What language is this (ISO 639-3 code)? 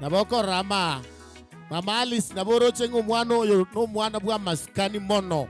guz